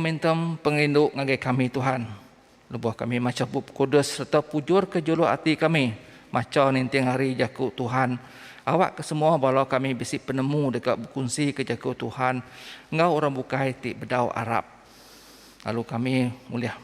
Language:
Iban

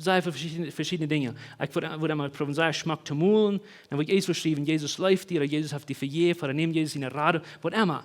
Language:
Plautdietsch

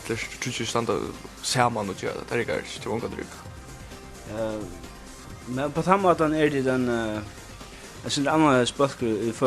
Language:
Faroese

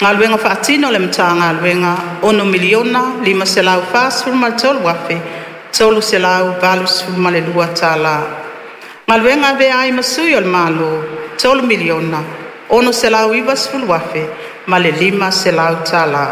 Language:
Samoan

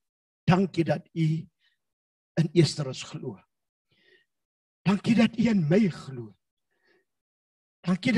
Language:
Afrikaans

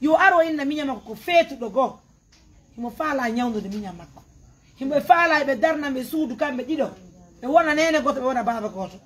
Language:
Pular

